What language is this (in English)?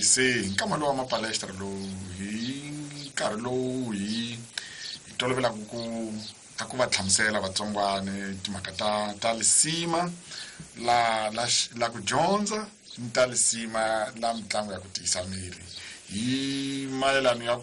Tsonga